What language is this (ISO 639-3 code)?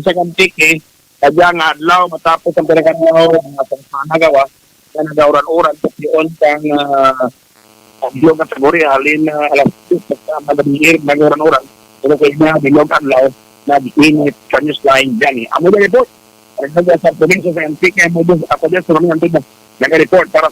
hil